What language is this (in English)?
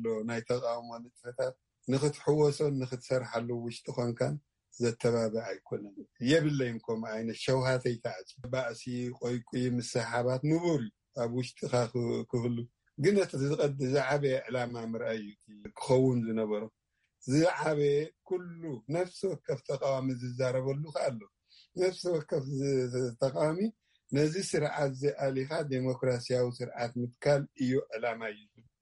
Tigrinya